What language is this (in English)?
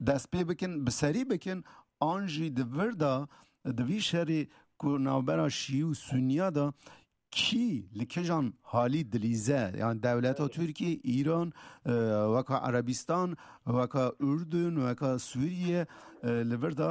Kurdish